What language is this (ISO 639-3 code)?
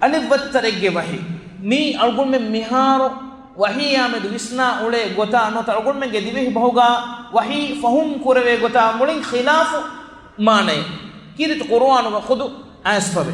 div